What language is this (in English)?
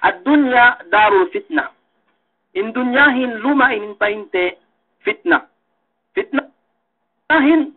Yakan